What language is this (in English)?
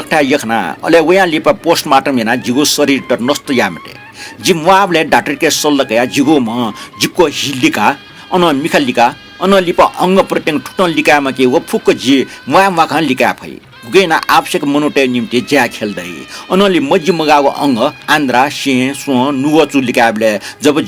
Newari